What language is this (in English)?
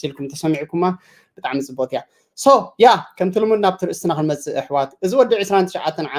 Tigrinya